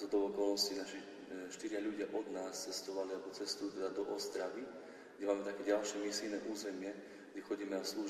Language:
Slovak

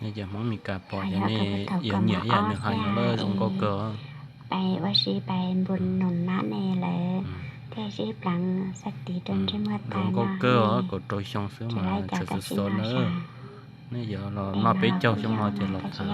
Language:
Hmong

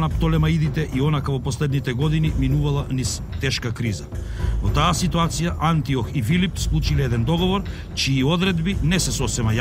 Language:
Macedonian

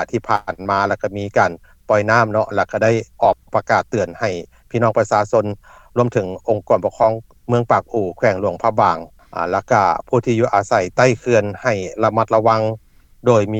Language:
Lao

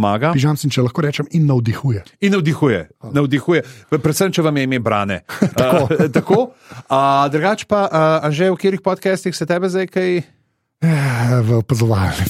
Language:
Slovenian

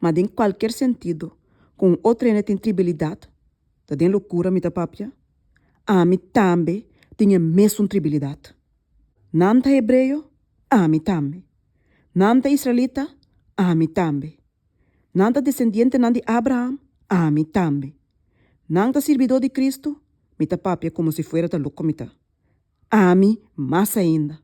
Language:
Papiamento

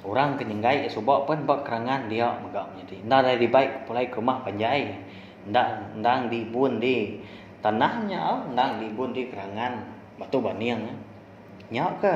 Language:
Iban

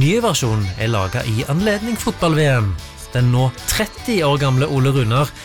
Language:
Norwegian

